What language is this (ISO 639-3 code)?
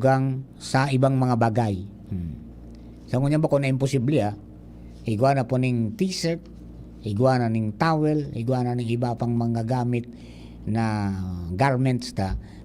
bik